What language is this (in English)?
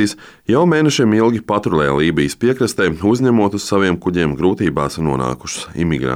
Latvian